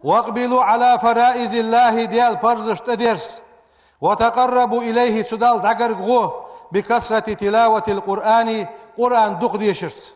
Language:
Ingush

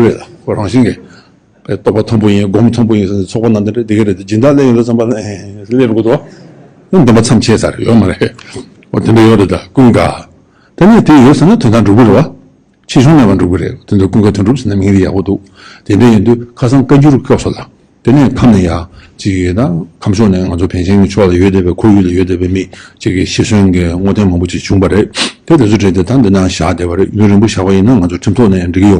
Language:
Tibetan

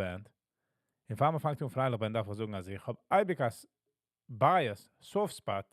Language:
Yiddish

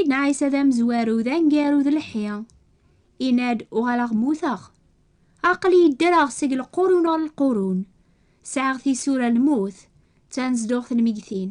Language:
Kabyle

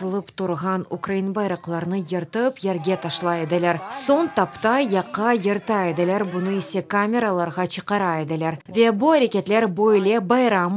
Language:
Crimean Tatar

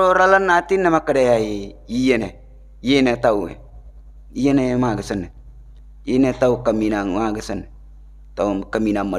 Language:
Buginese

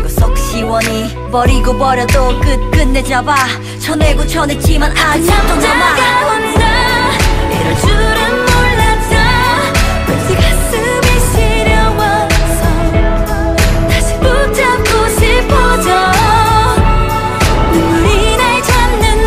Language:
Korean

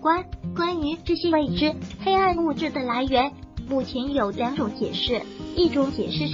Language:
Chinese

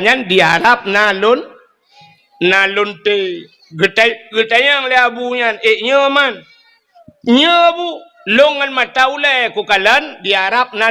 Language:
Achinese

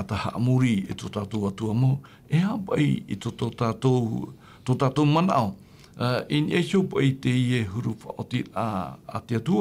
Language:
Tahitian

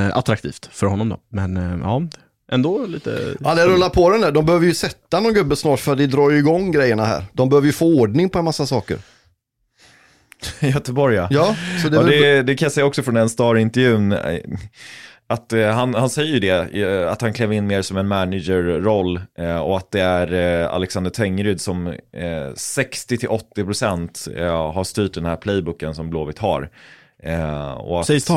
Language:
Swedish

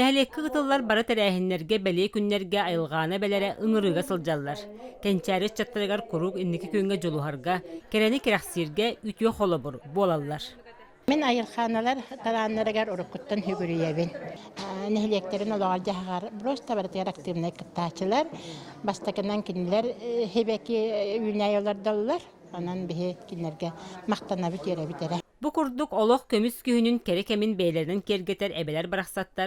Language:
Yakut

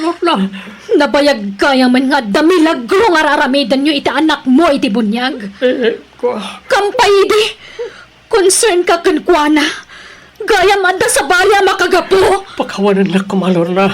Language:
Iloko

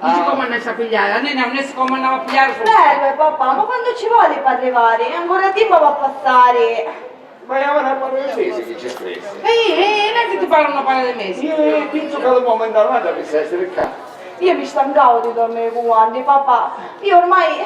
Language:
Sicilian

